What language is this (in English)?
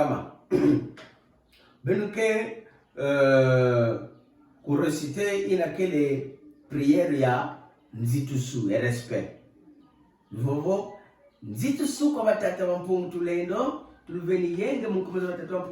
Kituba (Democratic Republic of Congo)